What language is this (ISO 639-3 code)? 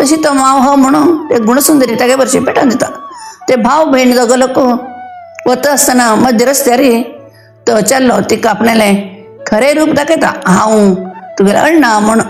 kok